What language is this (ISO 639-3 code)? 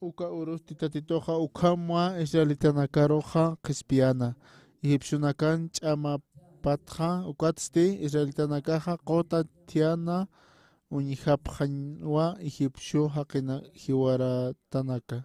aym